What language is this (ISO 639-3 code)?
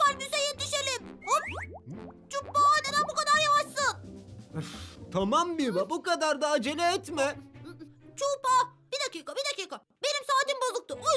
tur